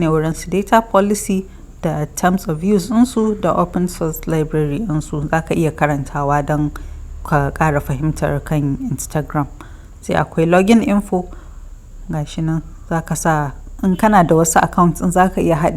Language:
Hausa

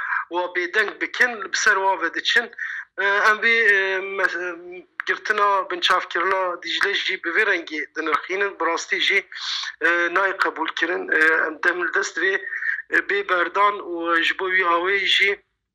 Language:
Kurdish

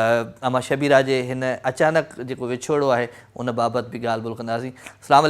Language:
Sindhi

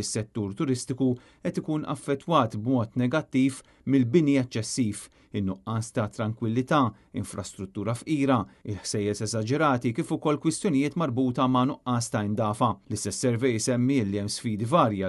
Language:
Maltese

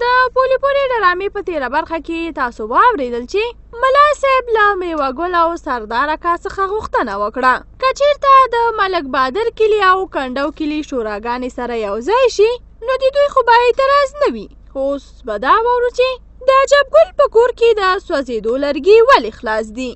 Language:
Pashto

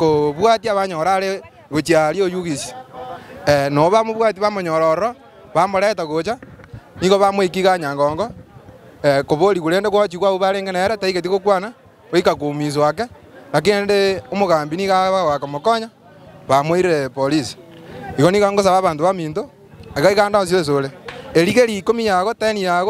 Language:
Gusii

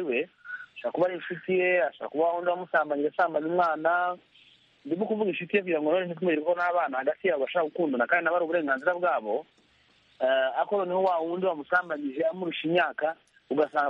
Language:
Kinyarwanda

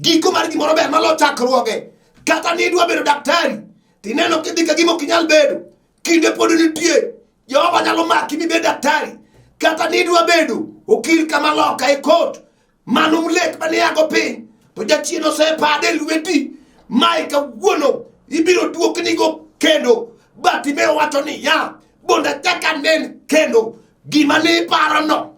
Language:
Luo (Kenya and Tanzania)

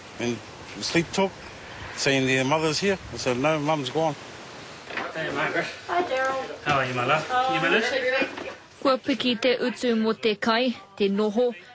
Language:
Māori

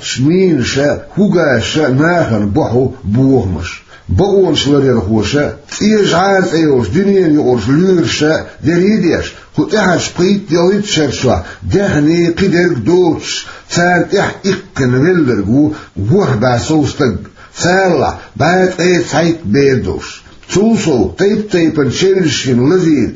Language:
Chechen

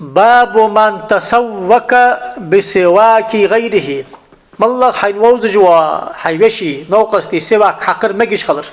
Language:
Ingush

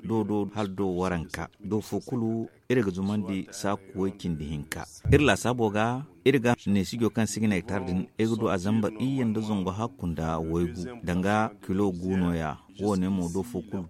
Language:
Zarma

